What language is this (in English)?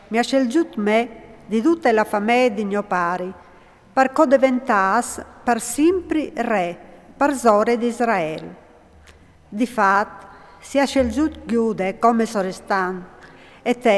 Friulian